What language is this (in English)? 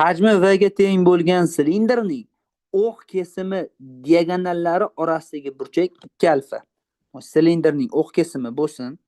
Uzbek